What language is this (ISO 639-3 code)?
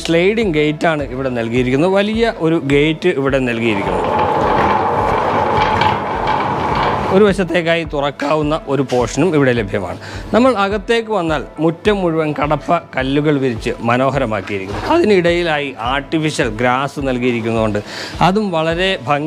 mal